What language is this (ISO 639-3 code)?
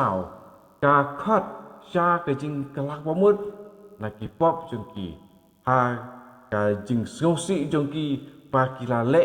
kha